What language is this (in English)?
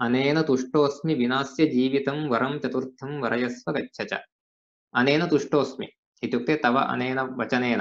Sanskrit